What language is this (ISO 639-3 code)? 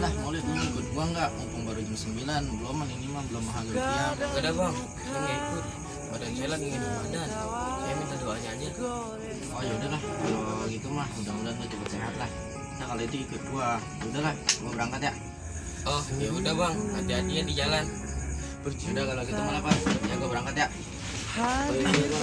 bew